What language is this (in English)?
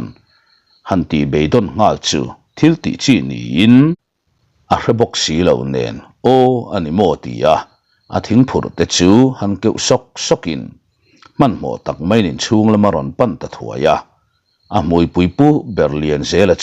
Mizo